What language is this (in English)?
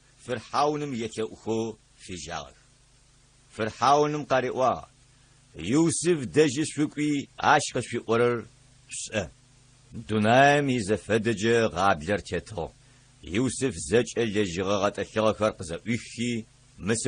Adyghe